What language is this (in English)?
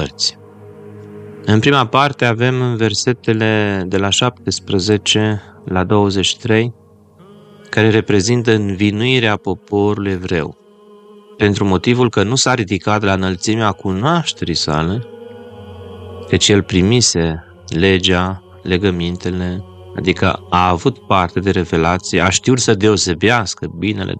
Romanian